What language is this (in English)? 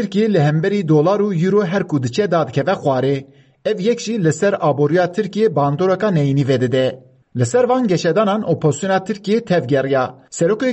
Kurdish